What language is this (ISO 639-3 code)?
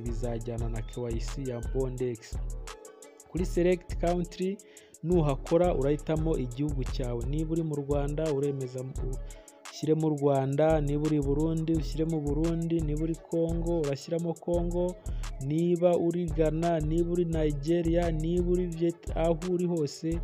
kin